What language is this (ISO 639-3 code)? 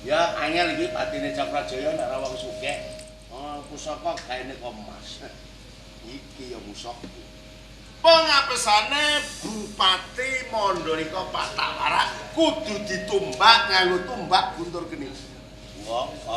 jav